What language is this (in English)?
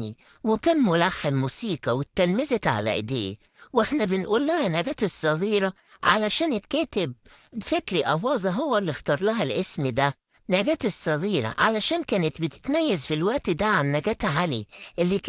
Egyptian Arabic